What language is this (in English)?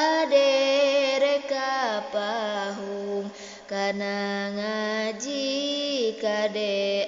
Sundanese